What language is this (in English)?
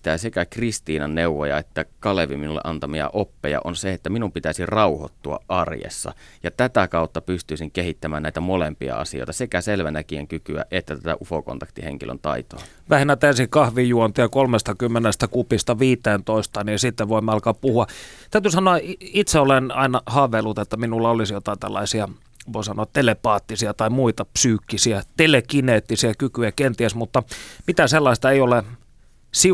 Finnish